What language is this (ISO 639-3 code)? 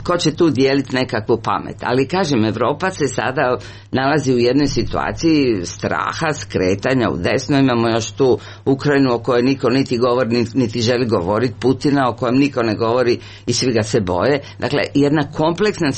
srp